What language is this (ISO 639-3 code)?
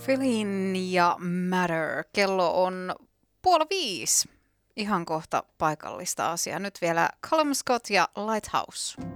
fin